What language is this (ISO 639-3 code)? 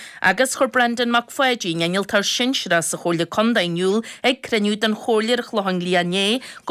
gle